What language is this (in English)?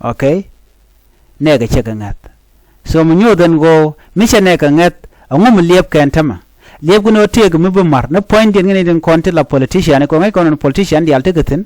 Nuer